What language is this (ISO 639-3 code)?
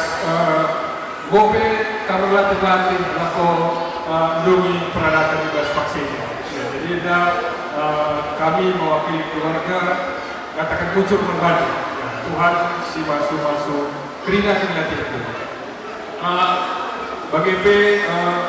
btx